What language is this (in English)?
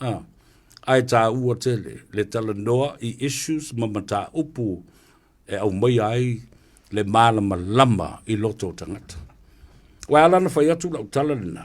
Samoan